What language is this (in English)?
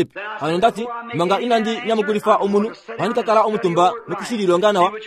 Kuanyama